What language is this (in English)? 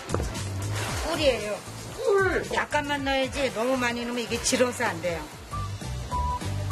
Korean